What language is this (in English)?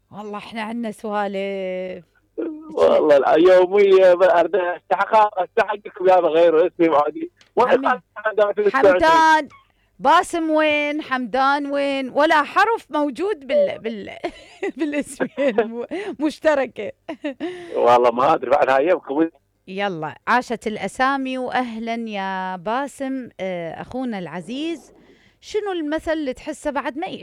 Mesopotamian Arabic